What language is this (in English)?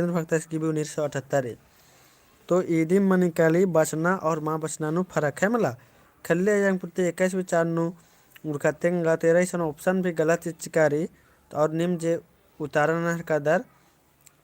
Kurukh